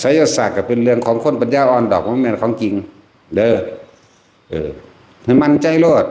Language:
Northeastern Thai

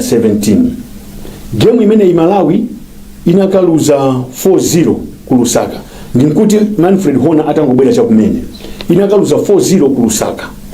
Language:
Nyanja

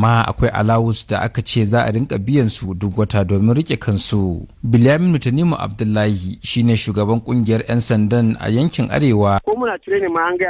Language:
Hausa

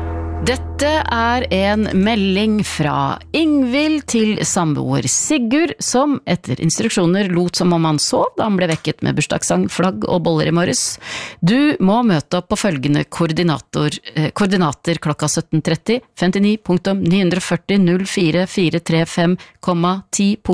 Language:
Norwegian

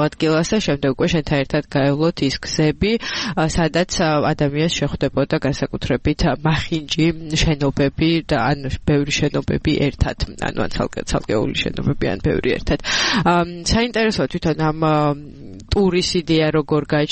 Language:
Georgian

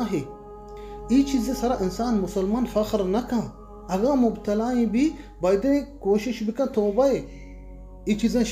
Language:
Baluchi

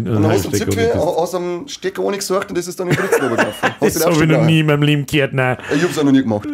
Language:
Bavarian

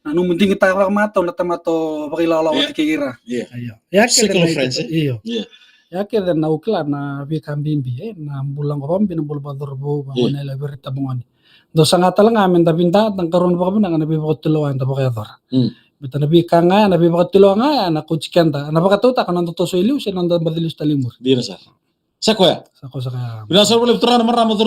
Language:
Fijian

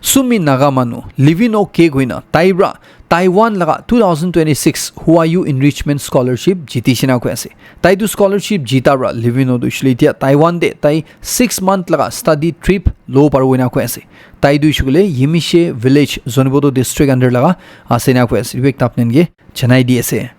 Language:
Naga Pidgin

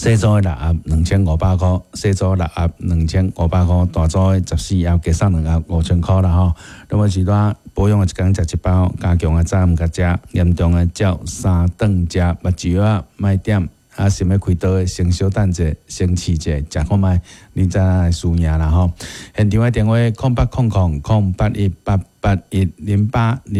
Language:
Min Nan Chinese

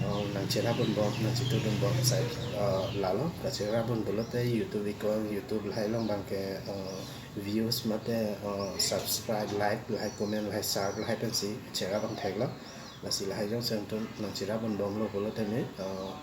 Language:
Karbi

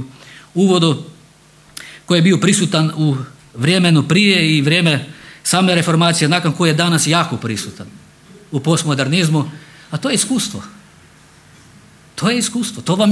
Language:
Croatian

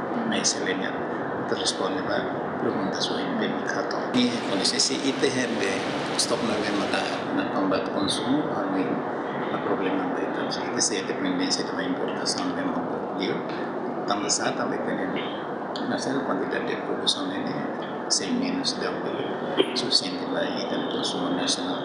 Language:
Tetum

